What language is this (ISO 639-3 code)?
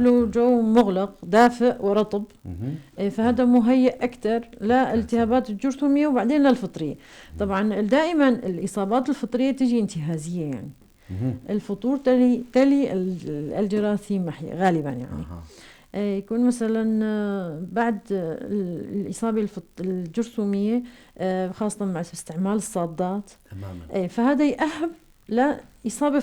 apc